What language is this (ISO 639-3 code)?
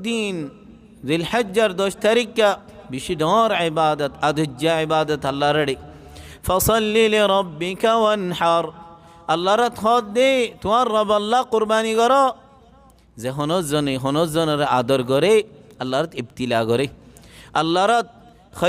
rhg